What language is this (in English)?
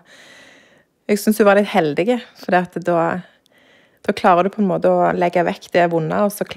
Norwegian